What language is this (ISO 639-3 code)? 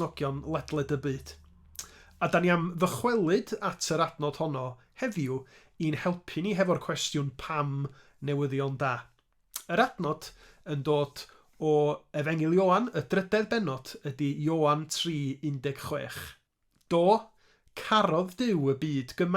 cym